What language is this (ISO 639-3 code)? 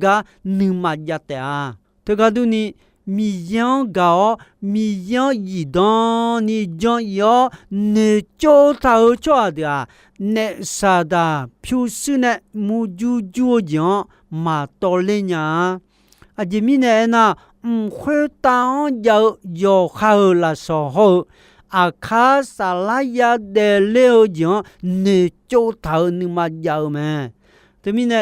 ahk